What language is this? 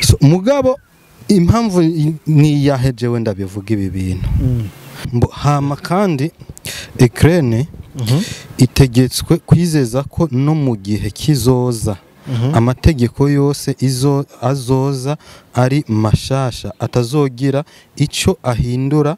Rundi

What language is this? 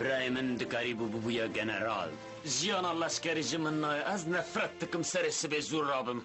Kurdish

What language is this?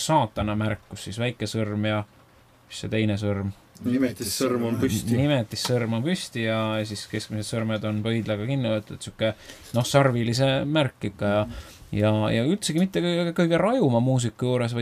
Estonian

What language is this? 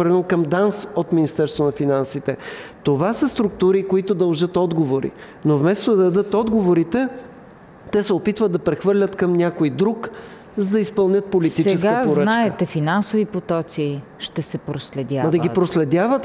Bulgarian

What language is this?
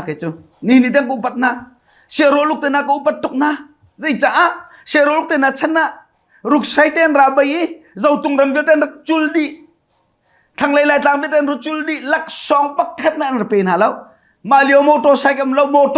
Hakha Chin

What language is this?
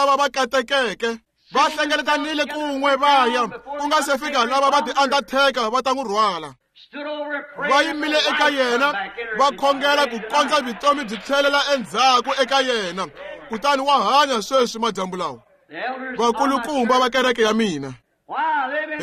Tsonga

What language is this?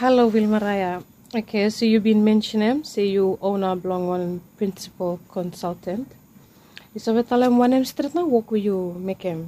Bislama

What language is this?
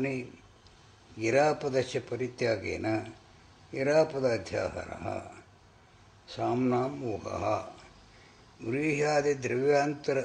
Sanskrit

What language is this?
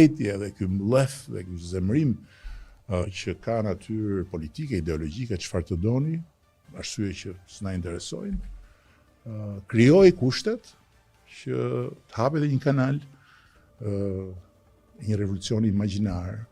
Albanian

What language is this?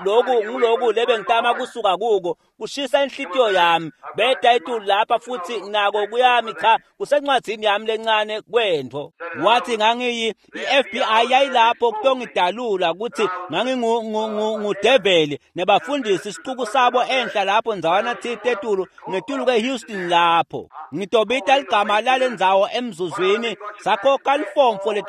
Swati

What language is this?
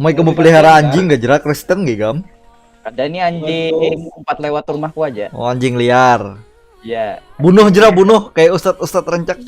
Banjar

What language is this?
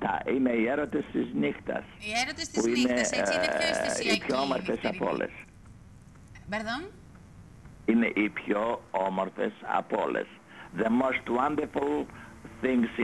Greek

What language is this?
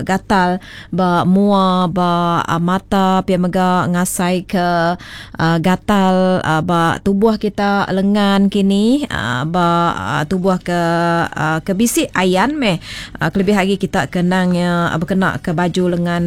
Iban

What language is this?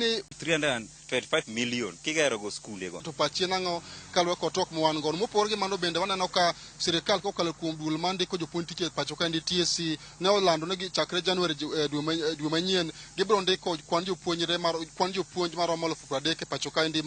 Luo (Kenya and Tanzania)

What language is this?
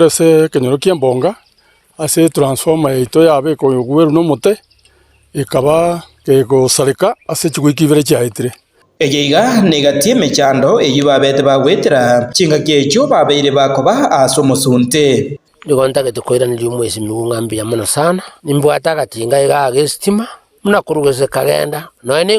Gusii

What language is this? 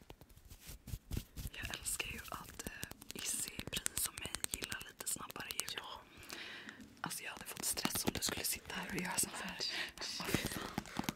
Swedish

